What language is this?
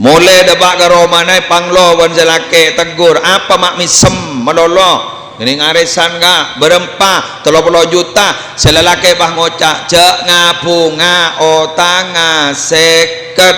Madurese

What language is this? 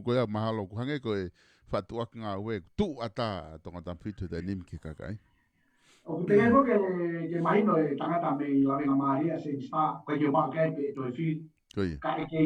Tongan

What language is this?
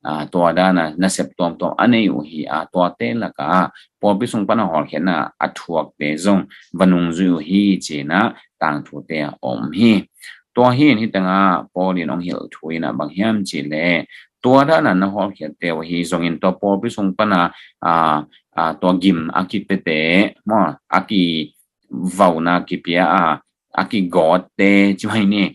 Tedim Chin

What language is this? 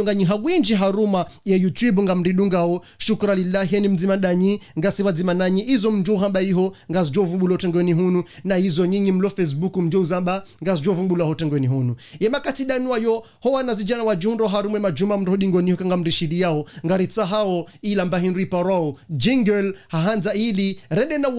Ngazidja Comorian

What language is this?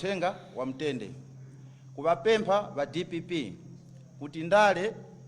Nyanja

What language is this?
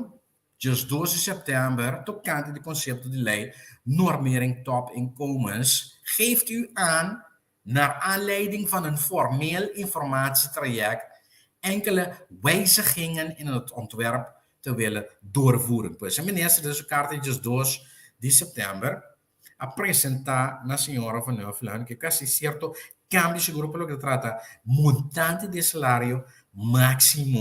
Papiamento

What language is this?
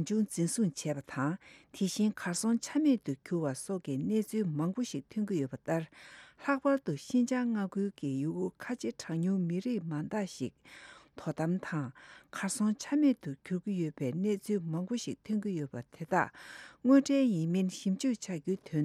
Tibetan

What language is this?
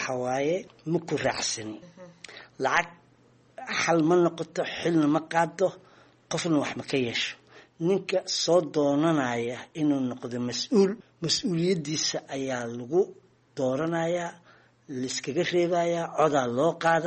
Somali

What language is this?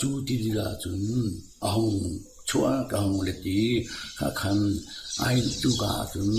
Hakha Chin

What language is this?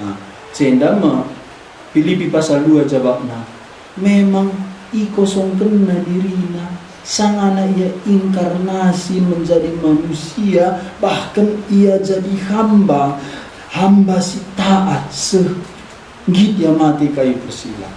Batak Karo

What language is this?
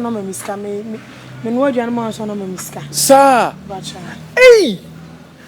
Akan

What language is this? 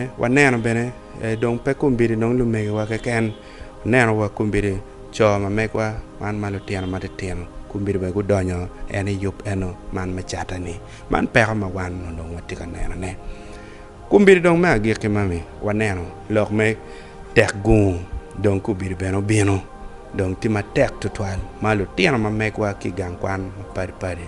Acoli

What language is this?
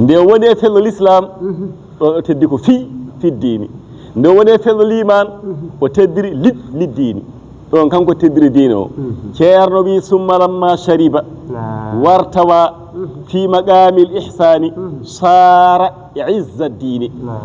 Fula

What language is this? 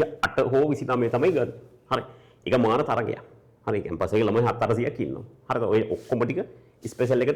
Sinhala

